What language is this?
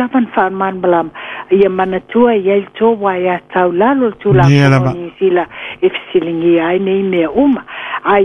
Samoan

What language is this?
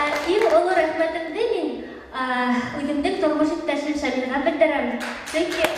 Bashkir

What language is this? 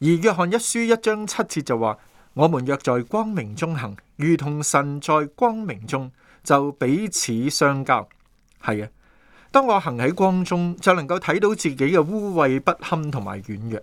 Cantonese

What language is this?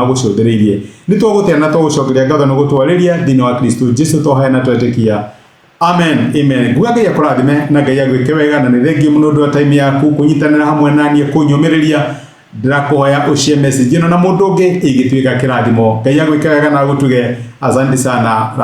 Kikuyu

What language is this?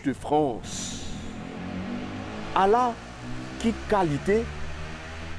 French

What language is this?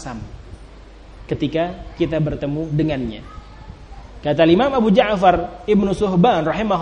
Indonesian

